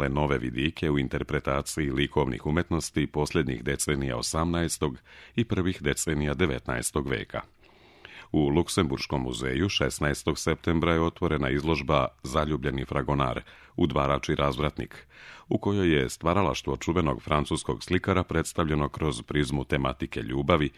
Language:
Serbian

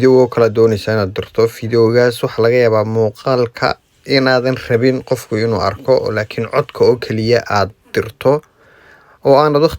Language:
Somali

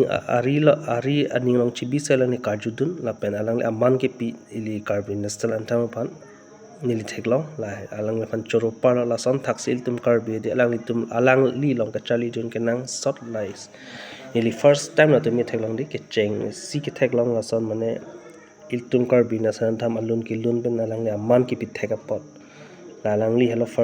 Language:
Karbi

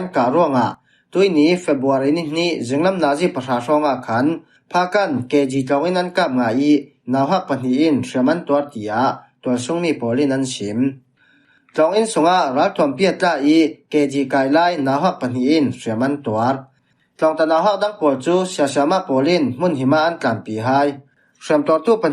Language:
Falam Chin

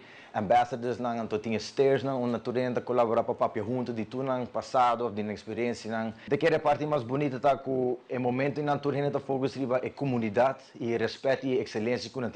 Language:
Papiamento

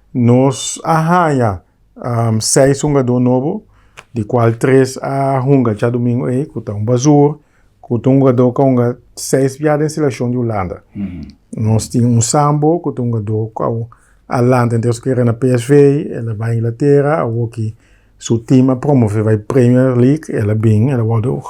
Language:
Papiamento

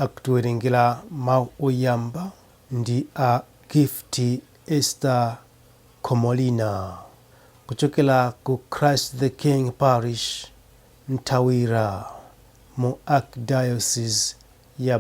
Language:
Nyanja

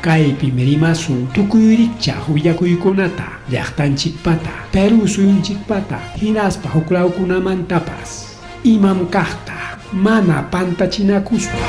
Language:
Ayacucho Quechua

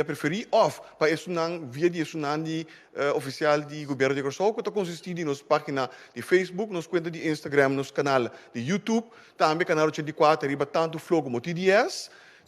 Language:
Papiamento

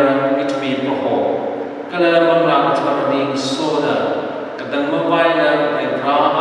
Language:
Tangkhul Naga (India)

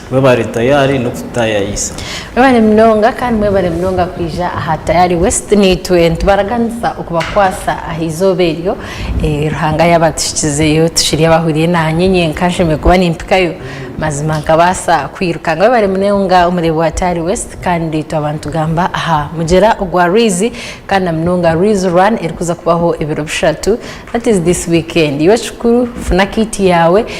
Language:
Nyankole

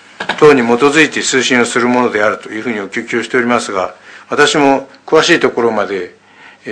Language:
Japanese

